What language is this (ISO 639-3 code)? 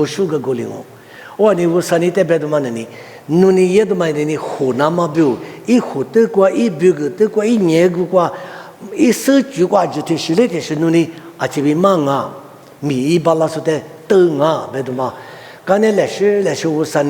lis